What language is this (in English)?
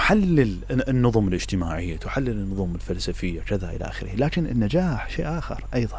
Mesopotamian Arabic